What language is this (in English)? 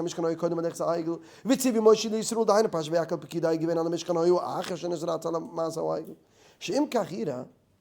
Yiddish